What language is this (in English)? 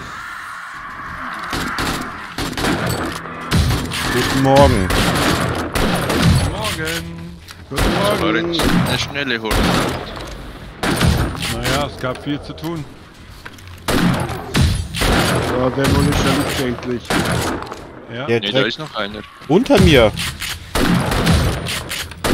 German